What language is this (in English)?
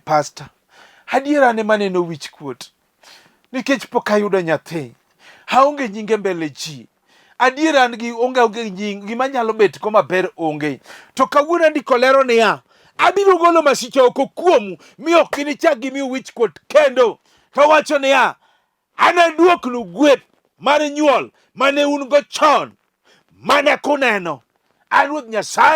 Luo (Kenya and Tanzania)